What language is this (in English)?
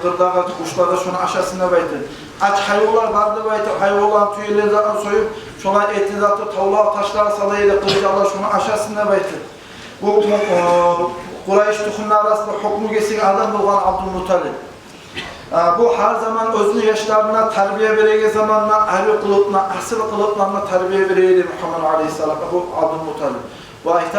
Kumyk